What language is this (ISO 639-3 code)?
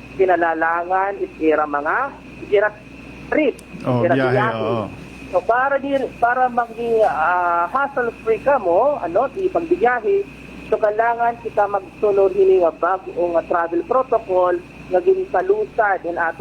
war